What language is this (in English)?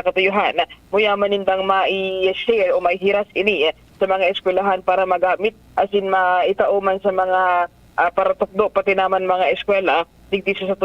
Bikol